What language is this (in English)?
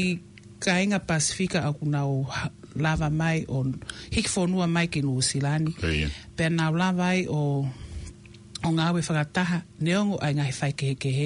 Tongan